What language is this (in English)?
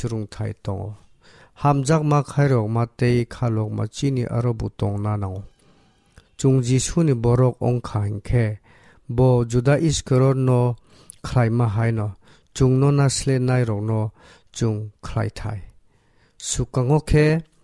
Kok Borok